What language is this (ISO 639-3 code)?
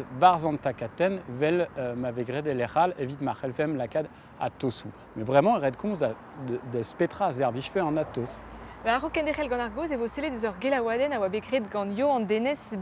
bre